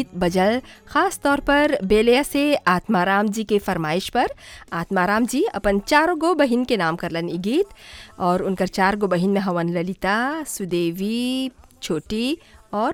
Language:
Bhojpuri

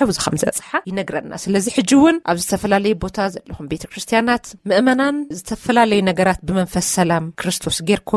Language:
Tigrinya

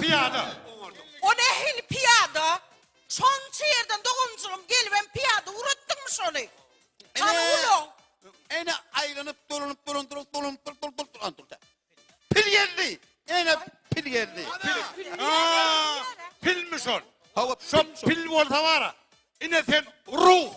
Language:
Turkmen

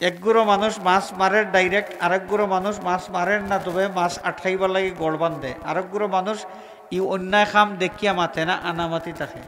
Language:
Sylheti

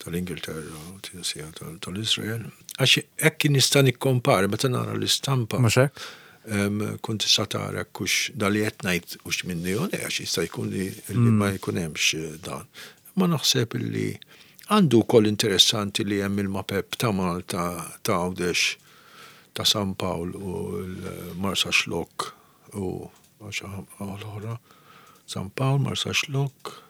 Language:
Maltese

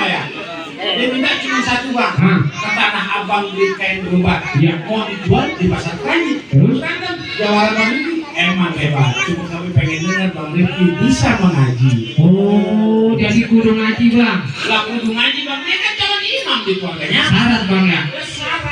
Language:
Betawi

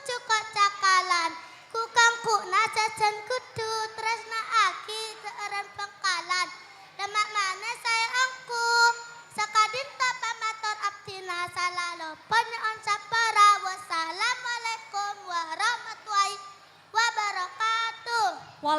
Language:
Madurese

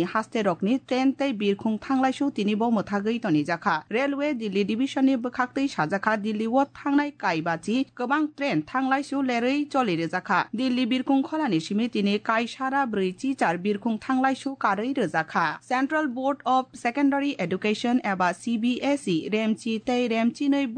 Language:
Kok Borok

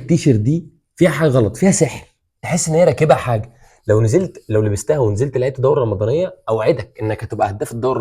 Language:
Egyptian Arabic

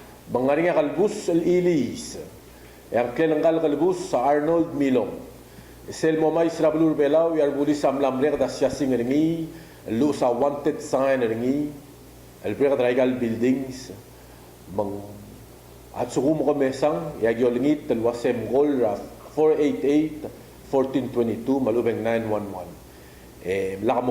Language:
Palauan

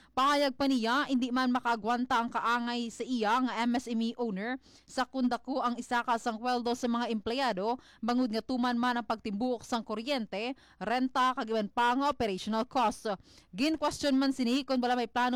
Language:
Hiligaynon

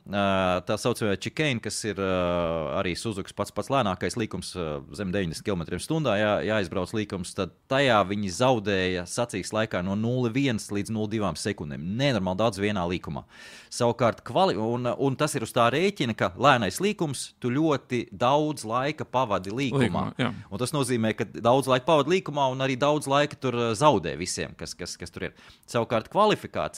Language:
Latvian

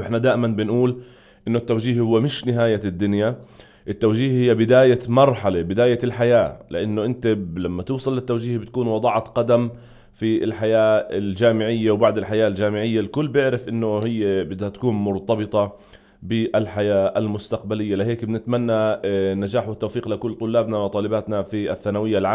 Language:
North Levantine Arabic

